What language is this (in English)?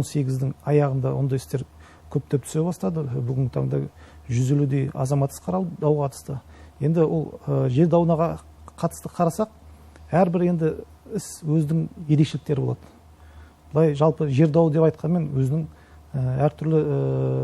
Kazakh